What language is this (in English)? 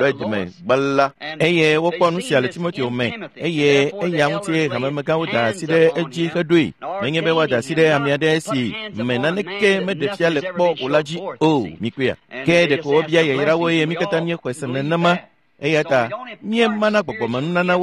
Ewe